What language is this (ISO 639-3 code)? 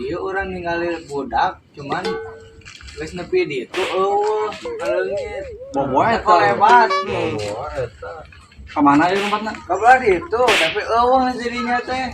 sun